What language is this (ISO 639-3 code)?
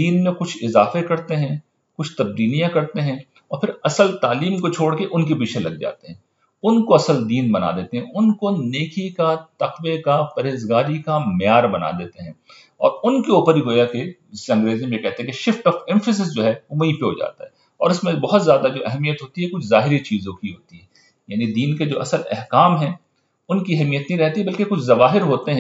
urd